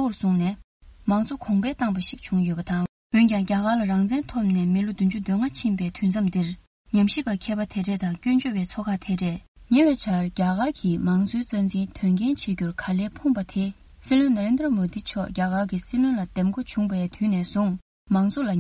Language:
Tibetan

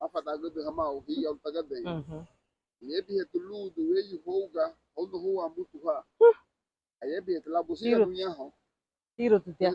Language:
Garifuna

